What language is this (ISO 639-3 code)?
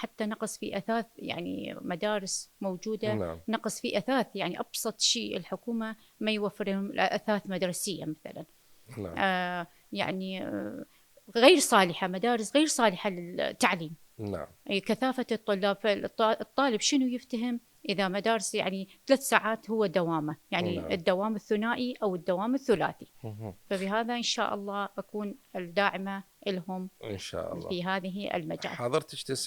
acm